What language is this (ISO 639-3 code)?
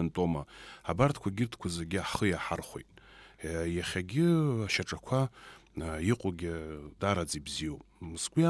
abk